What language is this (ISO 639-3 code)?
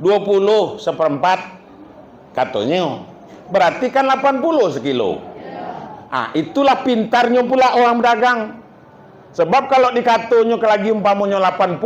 min